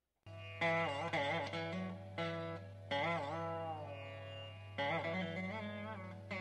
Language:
Tamil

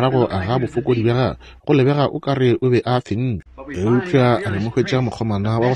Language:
Northern Sotho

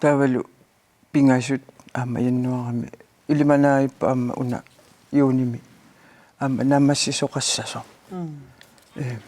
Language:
Kalaallisut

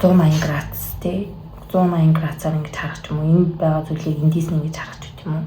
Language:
Mongolian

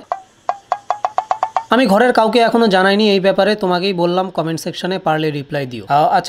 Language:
Bangla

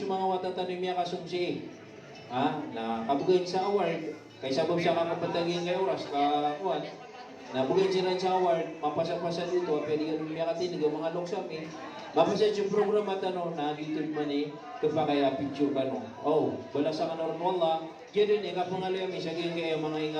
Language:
Maranao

